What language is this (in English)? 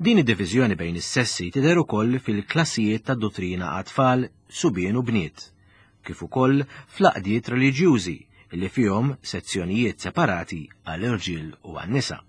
Maltese